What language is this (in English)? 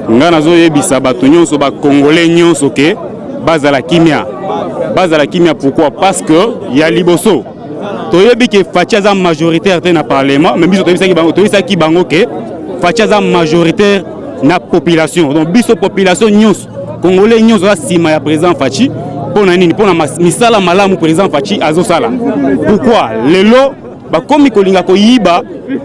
Lingala